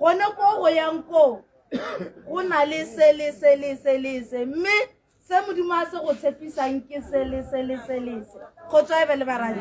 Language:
Tswana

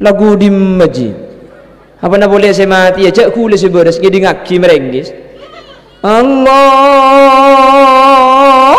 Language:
Madurese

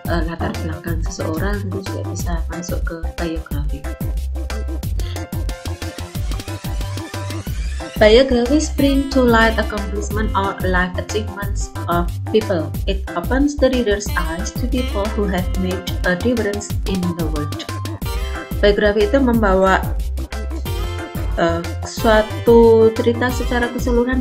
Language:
Indonesian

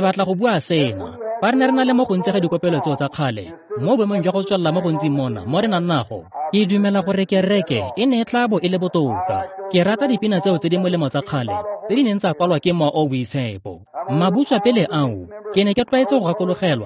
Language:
Tswana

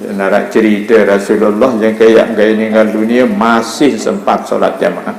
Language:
Sasak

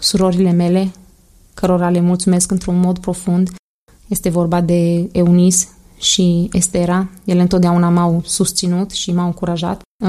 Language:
Romanian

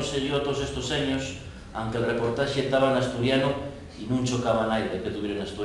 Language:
Asturian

